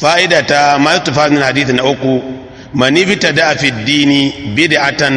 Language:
Hausa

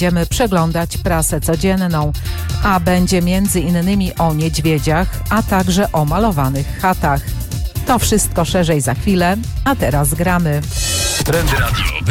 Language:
Polish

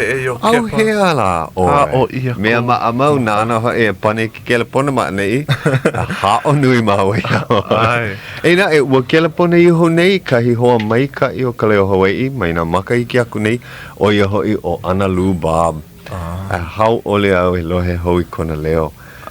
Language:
Hawaiian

